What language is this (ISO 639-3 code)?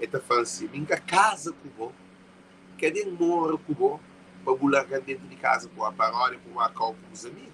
kea